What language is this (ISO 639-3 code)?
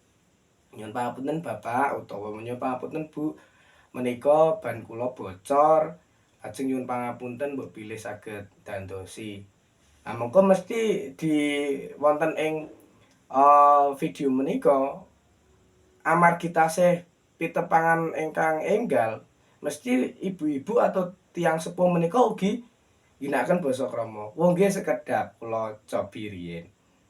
jav